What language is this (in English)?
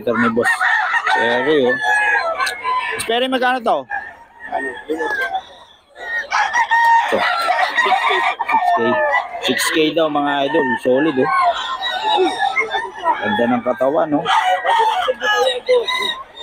Filipino